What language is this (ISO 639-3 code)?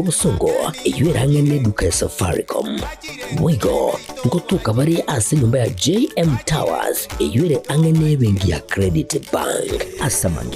guz